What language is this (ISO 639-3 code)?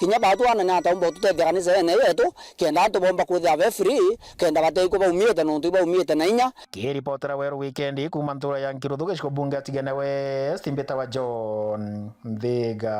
mer